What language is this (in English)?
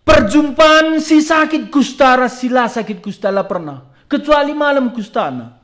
Batak Karo